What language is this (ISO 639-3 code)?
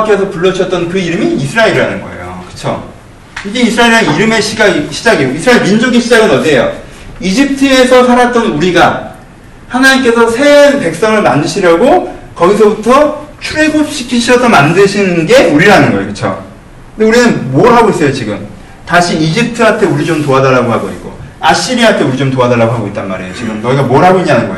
kor